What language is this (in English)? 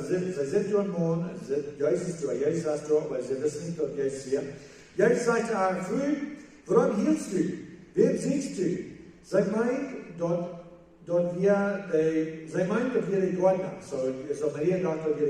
Plautdietsch